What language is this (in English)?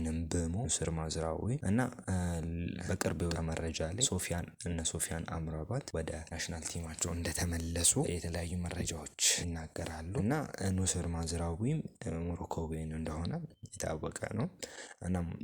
Amharic